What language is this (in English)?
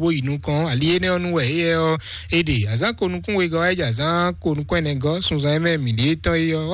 Fon